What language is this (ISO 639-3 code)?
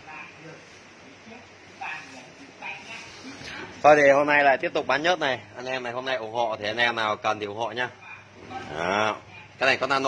vie